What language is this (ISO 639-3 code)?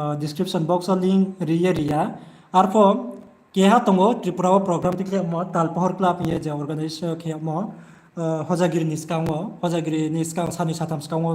ria